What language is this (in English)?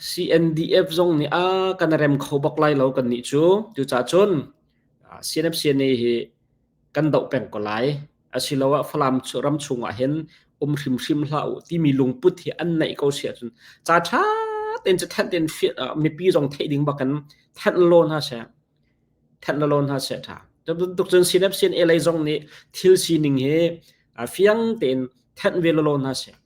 Hakha Chin